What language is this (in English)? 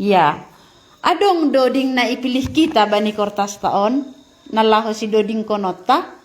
Batak Simalungun